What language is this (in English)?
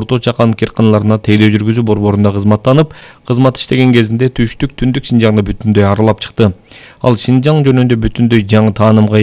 Kyrgyz